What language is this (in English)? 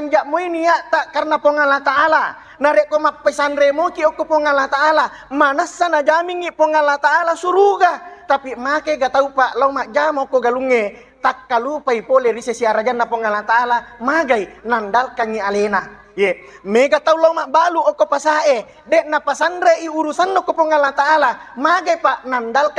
Buginese